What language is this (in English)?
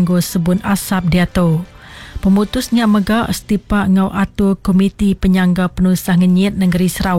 Iban